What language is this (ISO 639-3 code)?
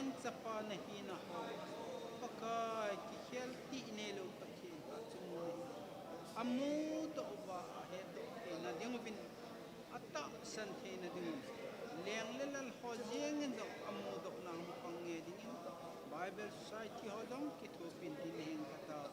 tcz